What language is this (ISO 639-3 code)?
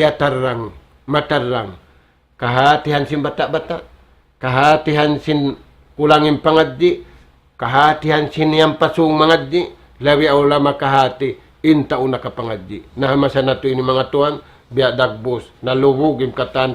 tsg